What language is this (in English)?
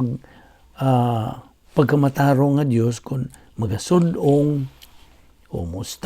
Cebuano